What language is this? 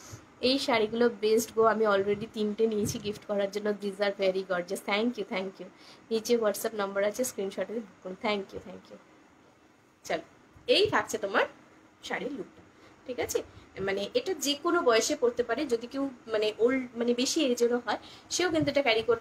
Bangla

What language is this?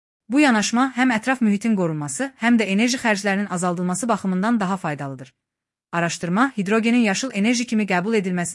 Azerbaijani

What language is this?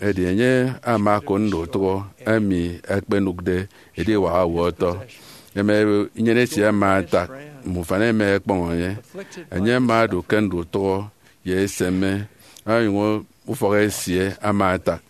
Efik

